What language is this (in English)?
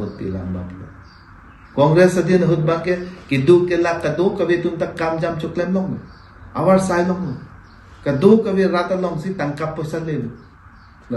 Karbi